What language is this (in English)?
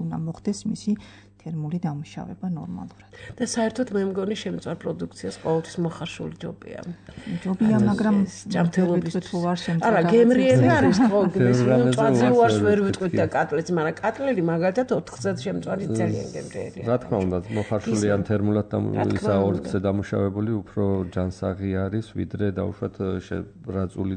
Georgian